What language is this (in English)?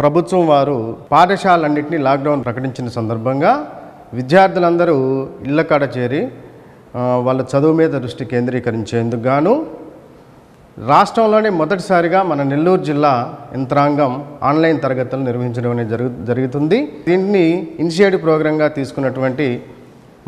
Telugu